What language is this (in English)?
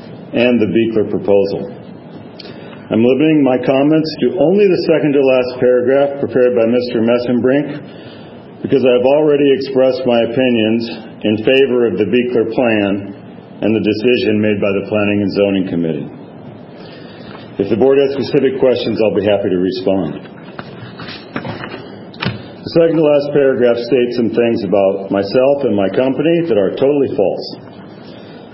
English